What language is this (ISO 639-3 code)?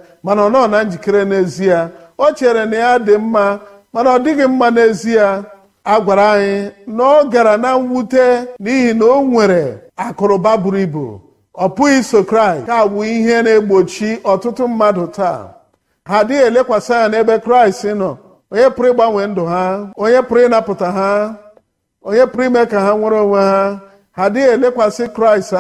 ibo